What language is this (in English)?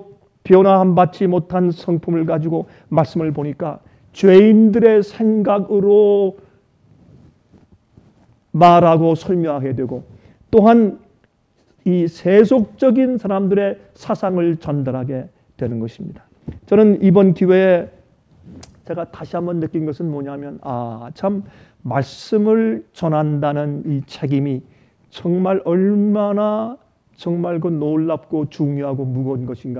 Korean